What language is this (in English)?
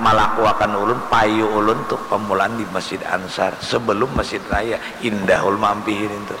Banjar